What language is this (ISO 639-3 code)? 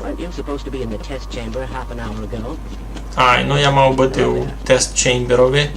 rue